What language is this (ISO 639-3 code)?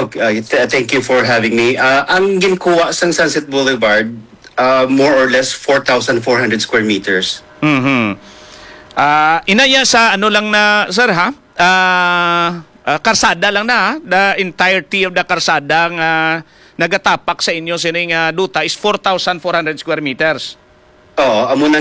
hil